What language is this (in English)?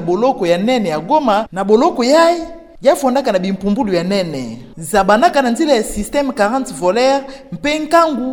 Kituba (Democratic Republic of Congo)